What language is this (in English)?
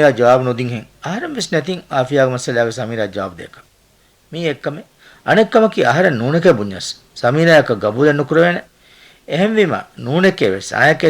Divehi